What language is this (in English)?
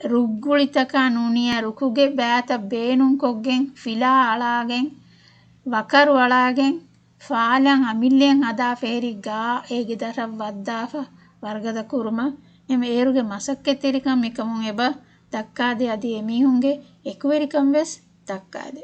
Divehi